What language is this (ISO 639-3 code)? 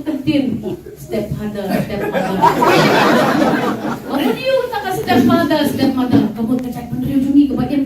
kha